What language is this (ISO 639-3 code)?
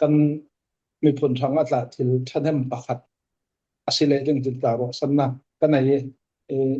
cfm